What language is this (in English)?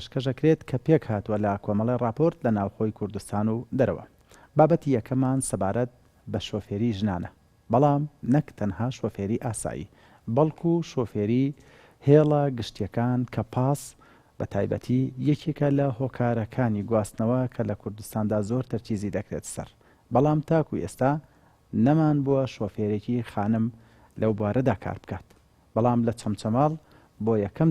Central Kurdish